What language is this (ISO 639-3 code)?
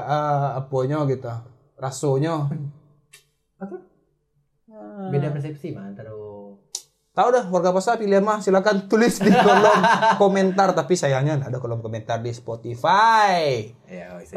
ind